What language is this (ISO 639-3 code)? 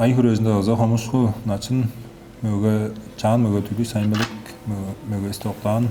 tyv